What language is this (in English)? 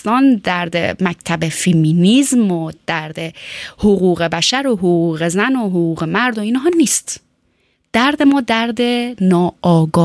Persian